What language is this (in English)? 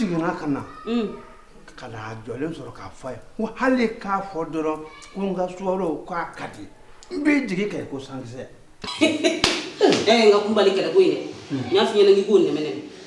Bambara